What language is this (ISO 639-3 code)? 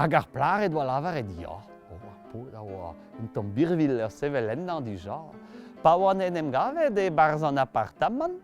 bre